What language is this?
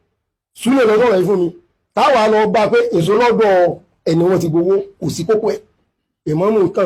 Yoruba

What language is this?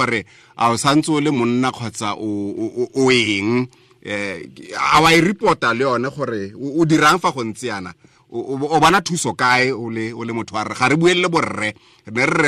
Tswana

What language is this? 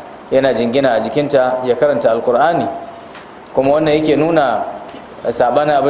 Hausa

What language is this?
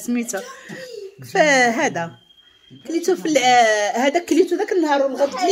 Moroccan Arabic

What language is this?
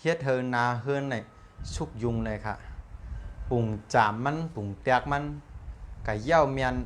Shan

